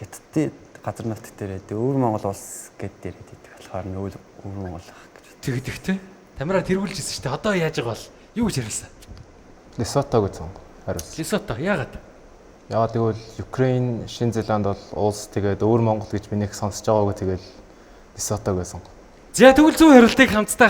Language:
Mongolian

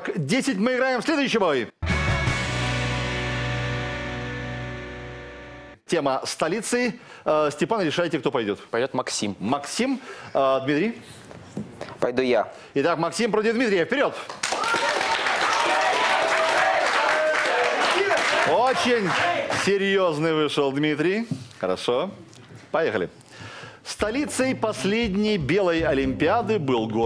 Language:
Russian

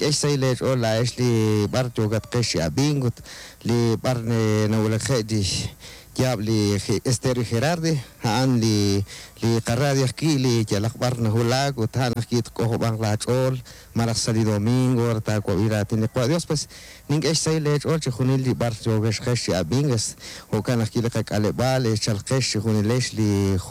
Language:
Kekchí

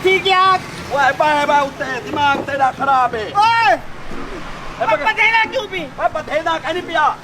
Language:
Saraiki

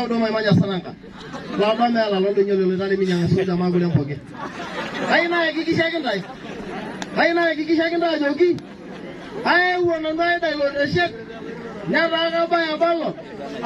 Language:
Masai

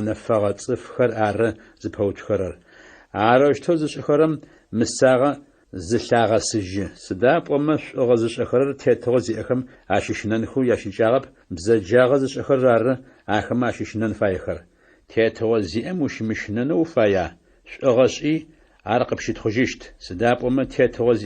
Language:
Adyghe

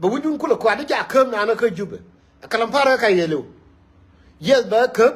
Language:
Nuer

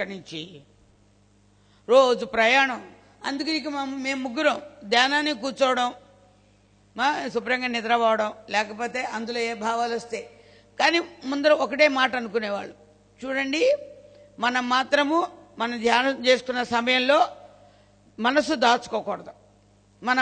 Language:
Telugu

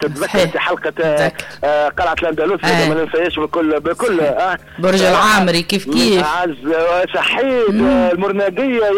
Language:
Tunisian Arabic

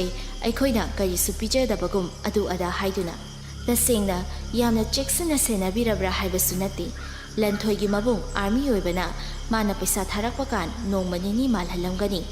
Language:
Manipuri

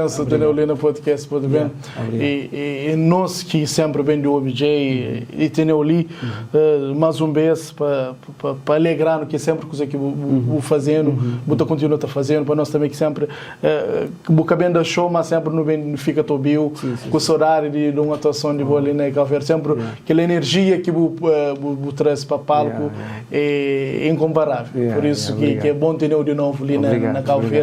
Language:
Kabuverdianu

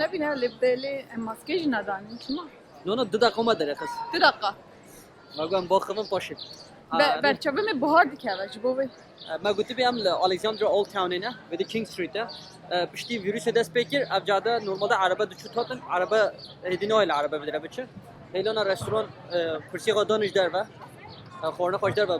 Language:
Kurdish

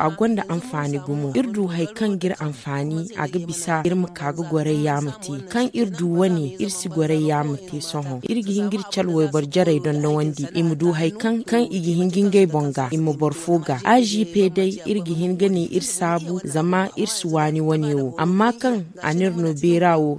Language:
Zarma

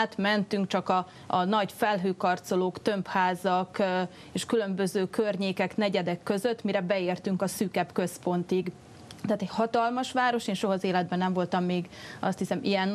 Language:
Hungarian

